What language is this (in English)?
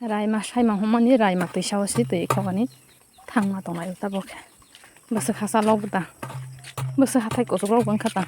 Kok Borok